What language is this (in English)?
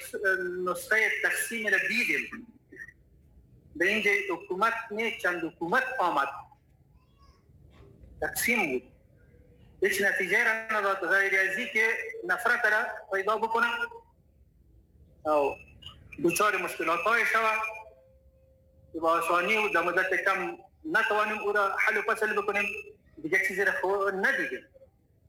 Persian